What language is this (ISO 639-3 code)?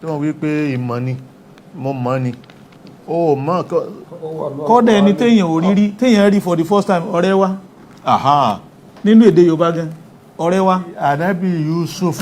yor